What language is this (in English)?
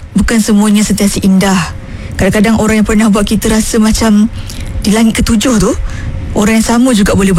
Malay